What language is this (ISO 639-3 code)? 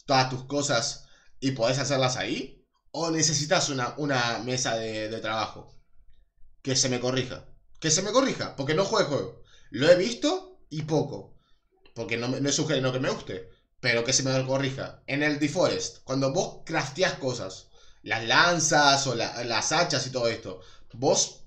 spa